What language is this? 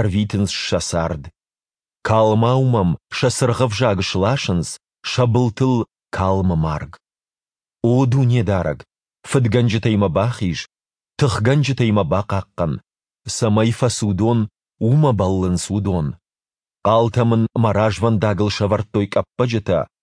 Ossetic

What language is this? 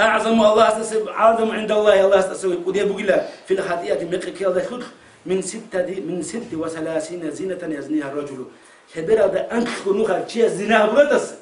Avaric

